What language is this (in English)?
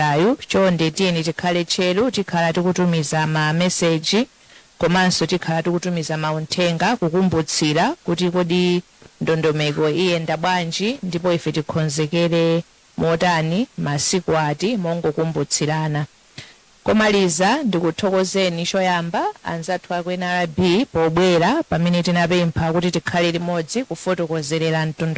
Nyanja